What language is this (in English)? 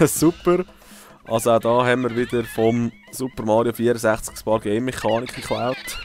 Swiss German